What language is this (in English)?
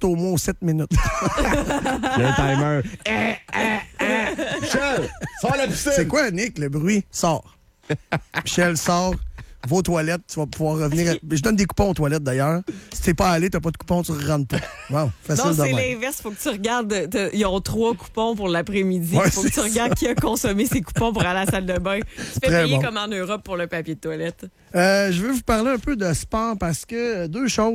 French